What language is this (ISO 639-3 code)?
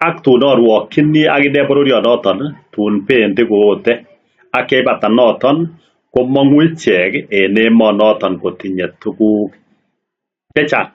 kln